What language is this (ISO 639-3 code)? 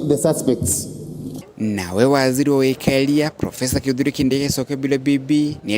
mer